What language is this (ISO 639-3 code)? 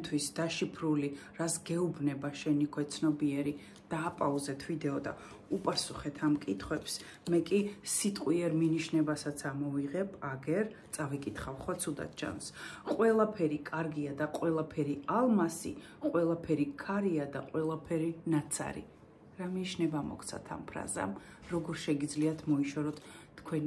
kat